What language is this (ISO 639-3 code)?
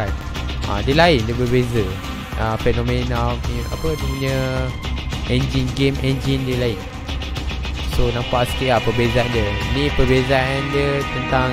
msa